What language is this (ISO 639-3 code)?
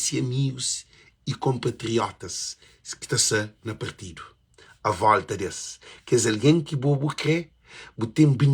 kea